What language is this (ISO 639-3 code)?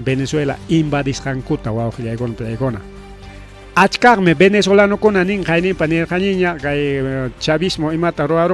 quy